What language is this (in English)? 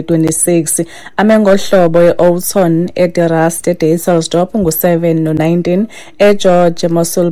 Xhosa